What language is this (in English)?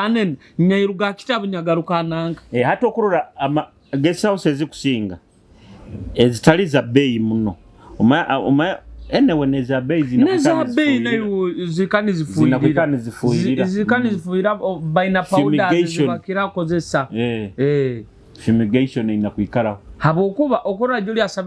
Nyoro